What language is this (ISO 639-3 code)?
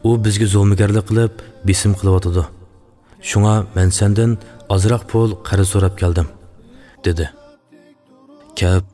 uig